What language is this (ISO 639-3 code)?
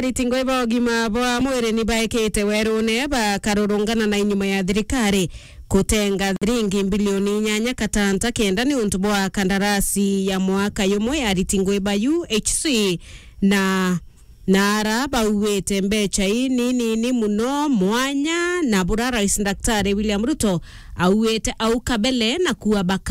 mer